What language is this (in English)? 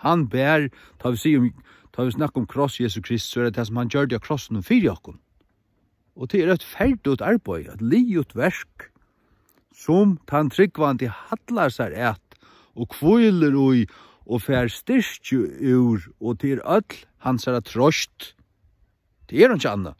Faroese